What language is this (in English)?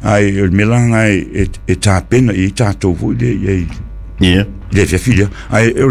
Samoan